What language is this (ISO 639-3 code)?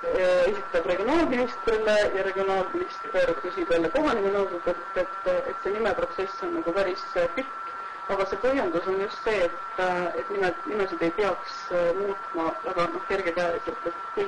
est